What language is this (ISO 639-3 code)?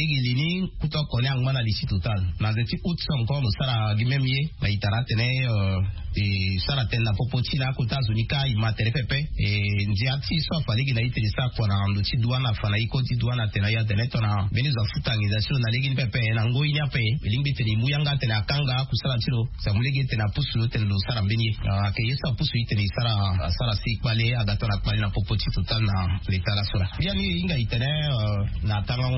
sag